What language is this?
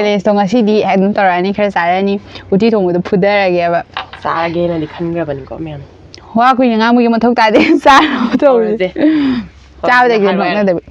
Manipuri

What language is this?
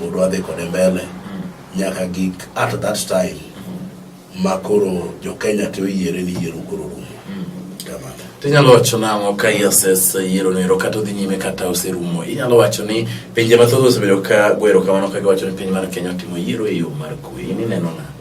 Luo (Kenya and Tanzania)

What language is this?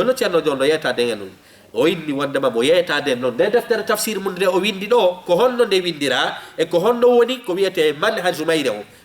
Fula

